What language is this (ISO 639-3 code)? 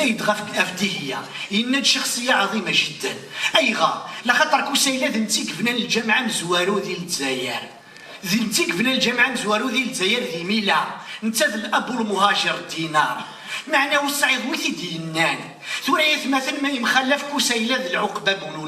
kab